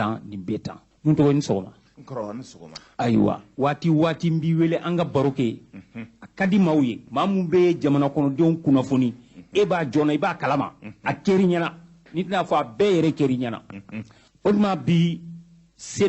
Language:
Bambara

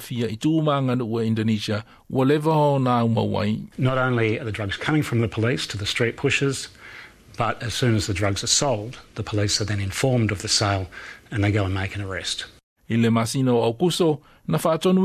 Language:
Samoan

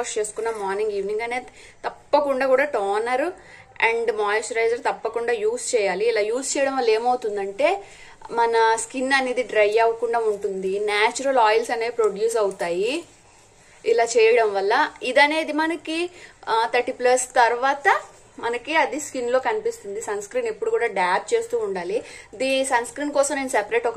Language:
Telugu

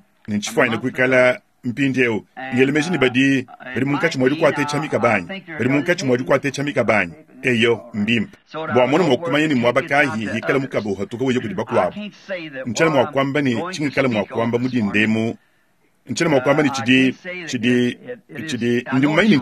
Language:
Luba-Lulua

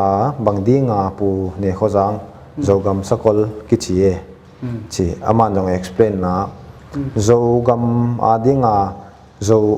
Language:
Paite Chin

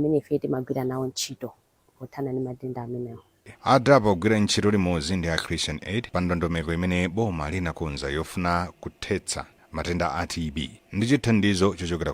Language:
Nyanja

